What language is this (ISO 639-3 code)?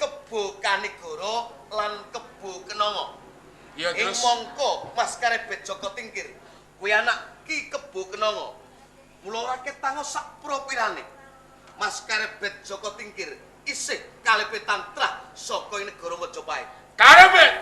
jav